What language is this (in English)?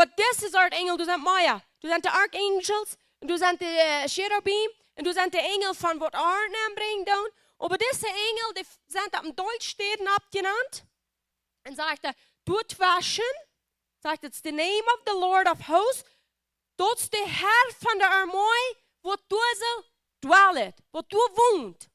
Plautdietsch